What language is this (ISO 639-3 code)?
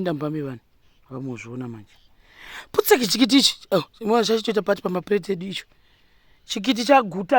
sna